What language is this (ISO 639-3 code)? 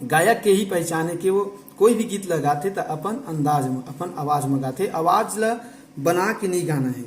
hne